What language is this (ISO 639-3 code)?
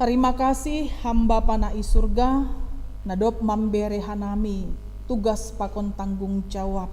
bts